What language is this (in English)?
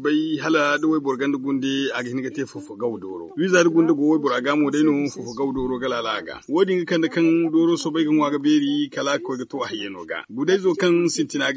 Zarma